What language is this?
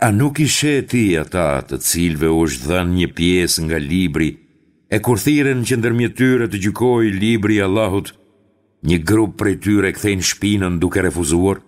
Albanian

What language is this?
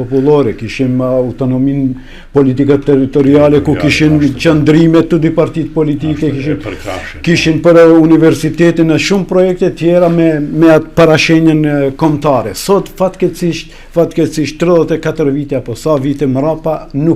Albanian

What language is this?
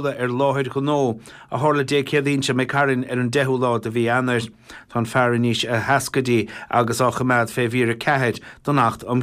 Irish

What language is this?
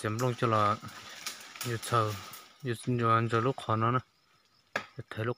Hmong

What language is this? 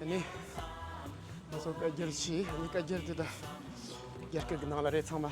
Tibetan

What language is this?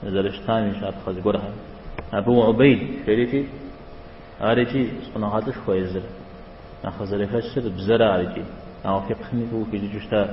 Kabardian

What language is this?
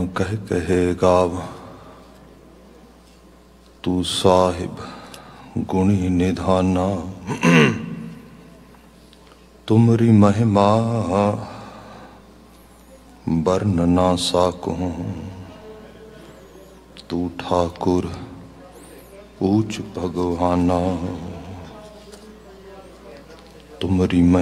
Punjabi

